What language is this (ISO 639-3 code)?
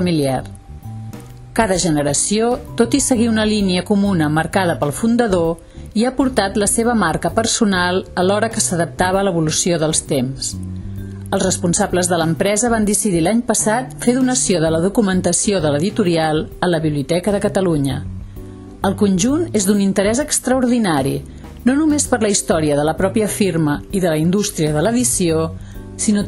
cat